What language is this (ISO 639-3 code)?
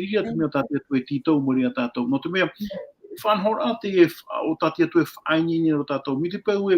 tah